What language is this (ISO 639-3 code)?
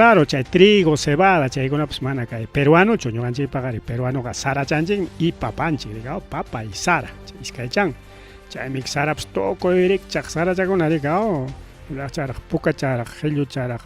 quy